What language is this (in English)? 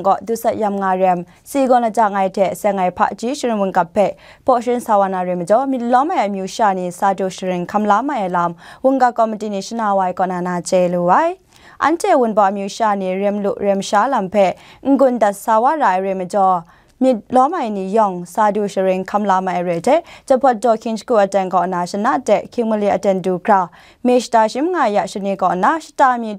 Kachin